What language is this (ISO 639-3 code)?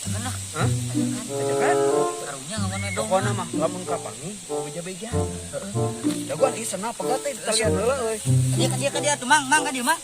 sun